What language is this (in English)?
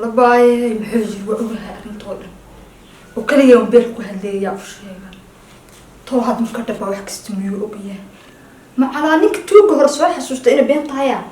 Somali